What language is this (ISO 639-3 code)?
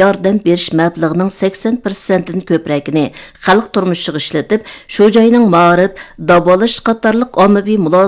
uig